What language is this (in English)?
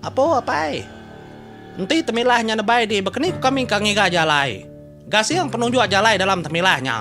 Iban